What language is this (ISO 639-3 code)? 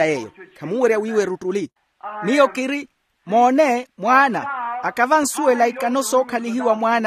vmw